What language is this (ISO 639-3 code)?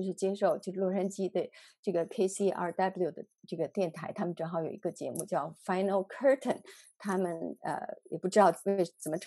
zho